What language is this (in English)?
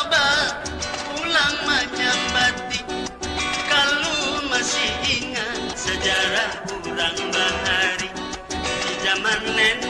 Banjar